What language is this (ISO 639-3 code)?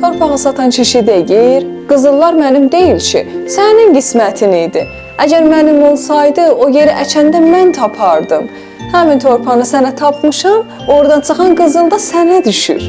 azb